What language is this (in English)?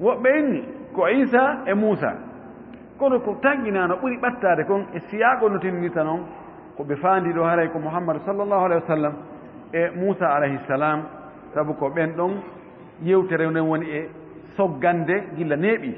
Fula